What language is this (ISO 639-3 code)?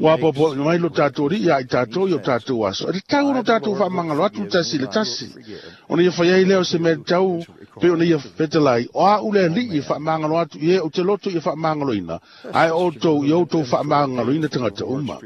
smo